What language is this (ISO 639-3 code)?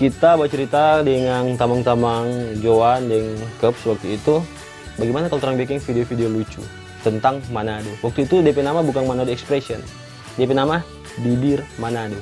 xmm